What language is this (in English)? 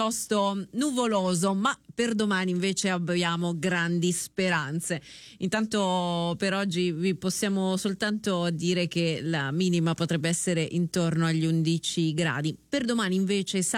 Italian